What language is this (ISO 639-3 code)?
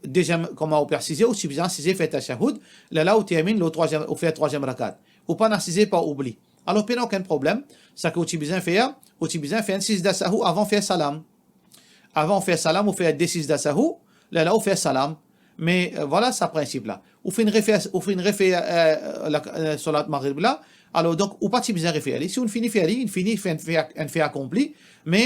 mfe